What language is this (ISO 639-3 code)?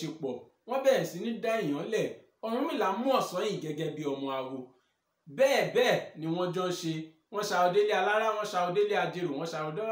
yor